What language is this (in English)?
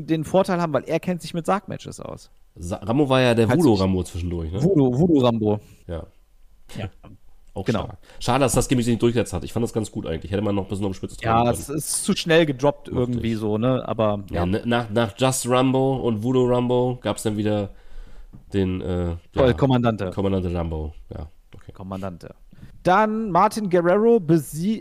German